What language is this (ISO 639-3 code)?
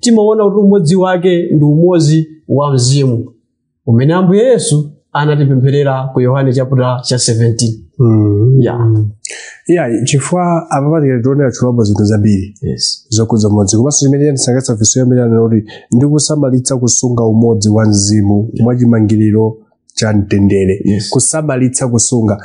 nya